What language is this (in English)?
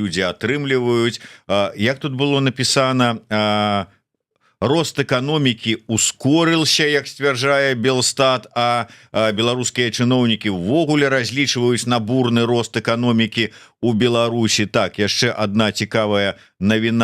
Belarusian